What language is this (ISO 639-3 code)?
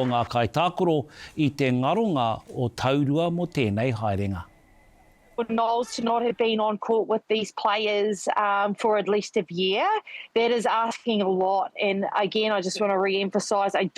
mri